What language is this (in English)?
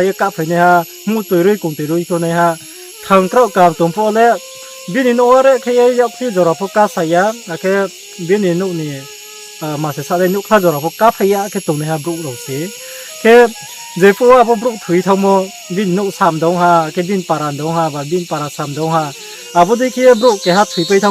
Riang (India)